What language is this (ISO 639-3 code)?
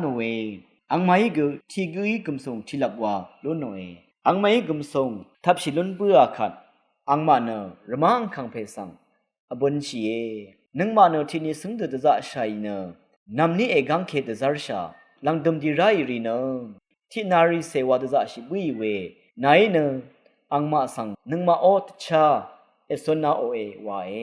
raw